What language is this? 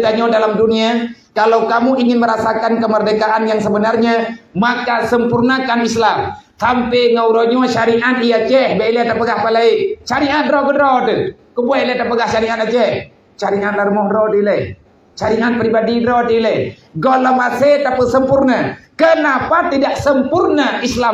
Achinese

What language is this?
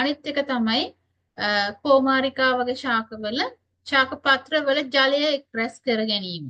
Sinhala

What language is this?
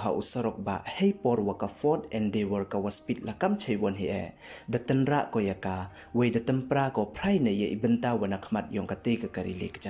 Pnar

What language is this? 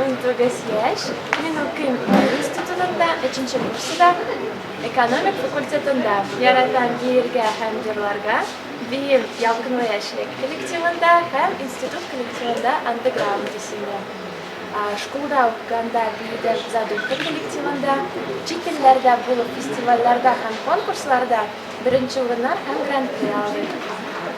Tatar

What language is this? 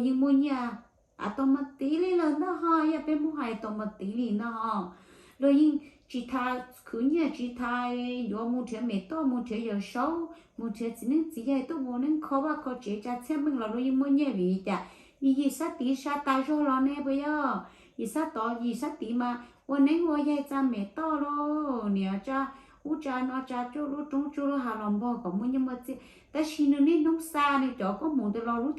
Hmong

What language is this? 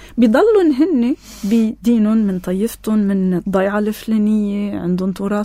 North Levantine Arabic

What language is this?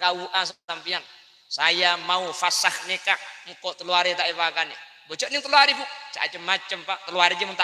Madurese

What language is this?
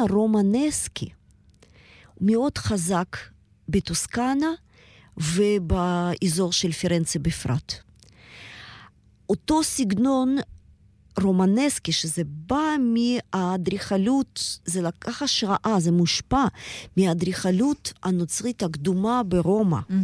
Hebrew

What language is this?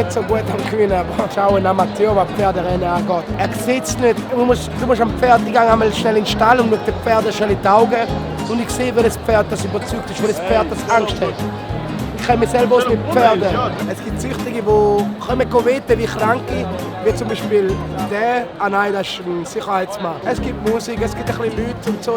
Swiss German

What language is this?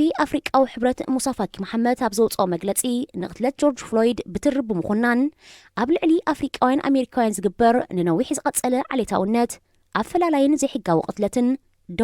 Tigrinya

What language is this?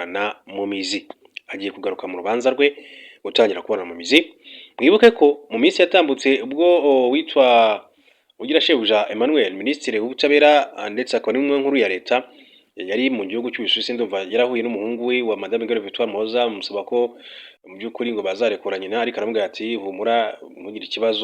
Kinyarwanda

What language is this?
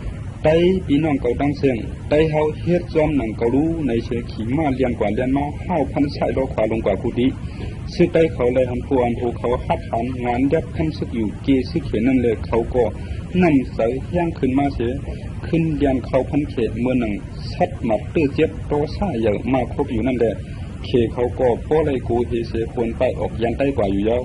Shan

